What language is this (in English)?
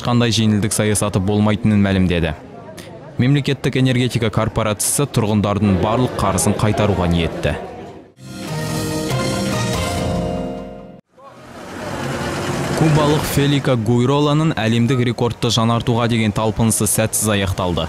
Kazakh